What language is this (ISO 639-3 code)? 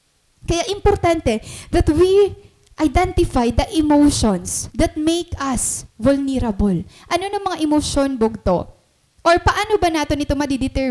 war